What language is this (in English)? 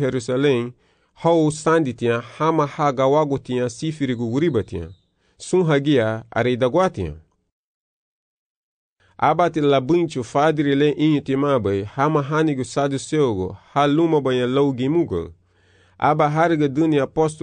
Garifuna